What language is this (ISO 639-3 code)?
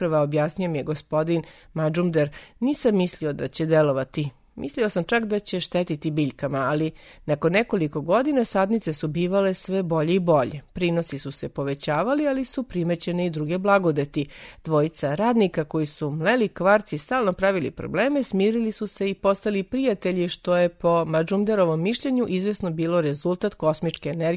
srp